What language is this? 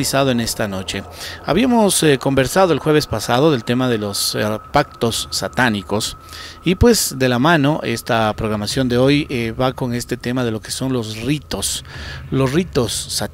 Spanish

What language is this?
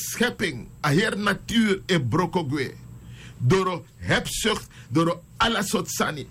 Sranan Tongo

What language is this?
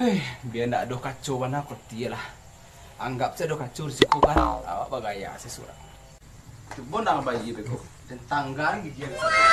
Minangkabau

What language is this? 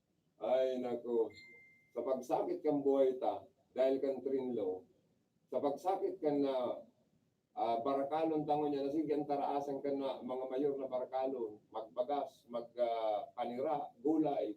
Bikol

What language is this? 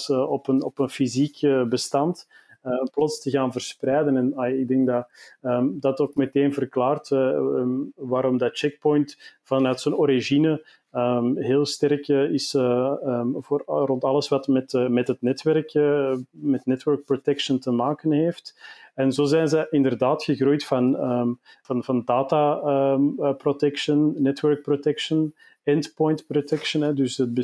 Dutch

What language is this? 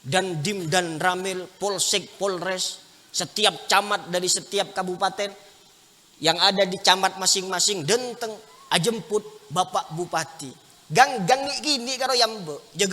Madurese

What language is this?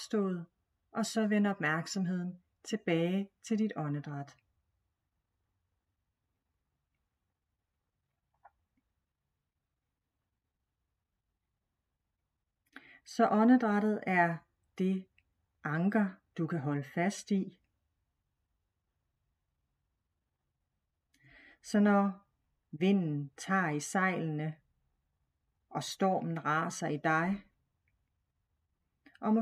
Danish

